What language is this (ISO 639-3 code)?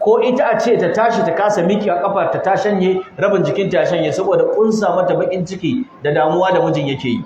hau